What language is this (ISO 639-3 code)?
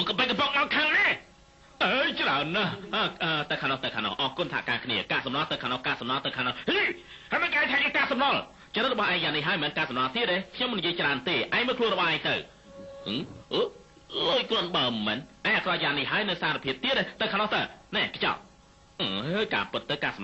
khm